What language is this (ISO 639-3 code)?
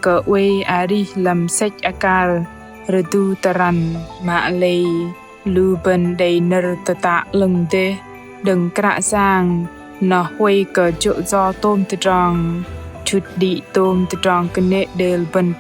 bdq